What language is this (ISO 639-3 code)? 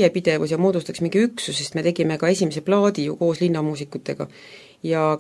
est